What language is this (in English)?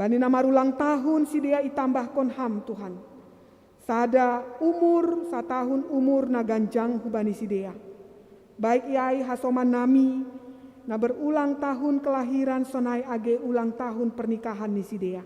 Batak Simalungun